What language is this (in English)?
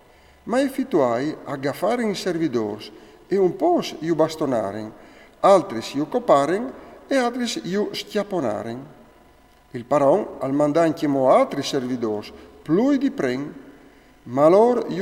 Friulian